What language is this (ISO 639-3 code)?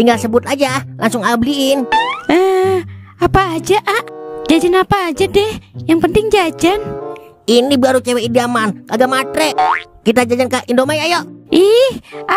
bew